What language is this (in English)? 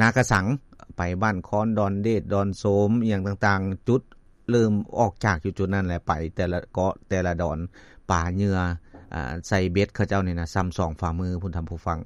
Lao